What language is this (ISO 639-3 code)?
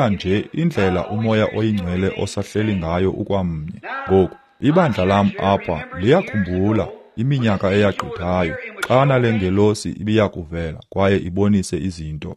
xho